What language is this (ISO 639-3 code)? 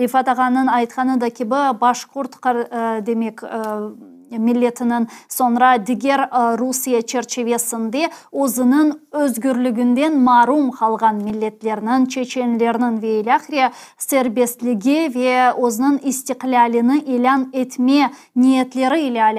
crh